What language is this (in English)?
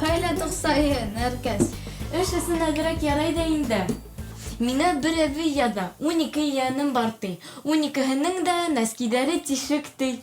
Bashkir